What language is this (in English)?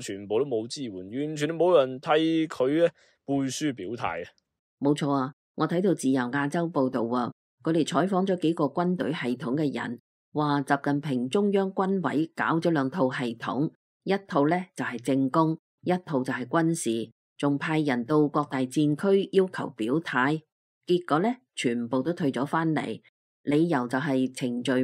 Cantonese